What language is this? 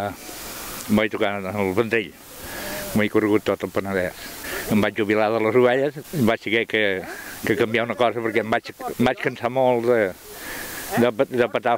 Catalan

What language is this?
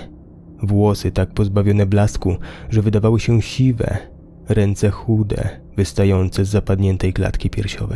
Polish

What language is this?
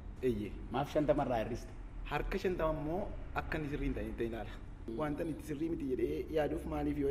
Oromo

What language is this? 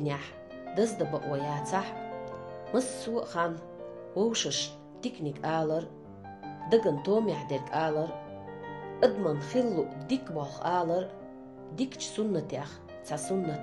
Chechen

